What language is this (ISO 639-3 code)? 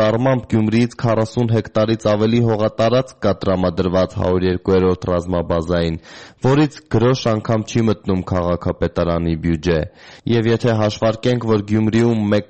hye